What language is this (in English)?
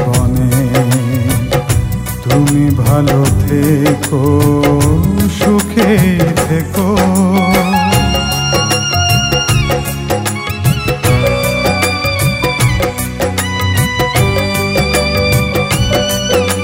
Bangla